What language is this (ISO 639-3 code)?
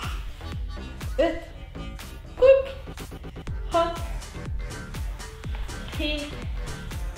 hun